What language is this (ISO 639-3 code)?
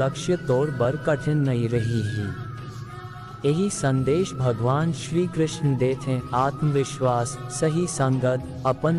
hne